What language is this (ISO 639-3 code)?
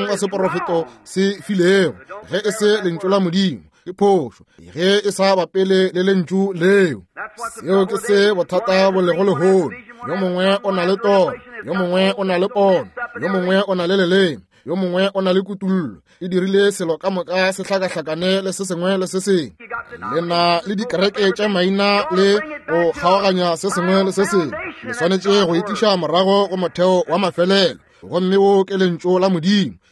nso